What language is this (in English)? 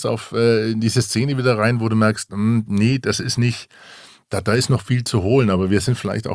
German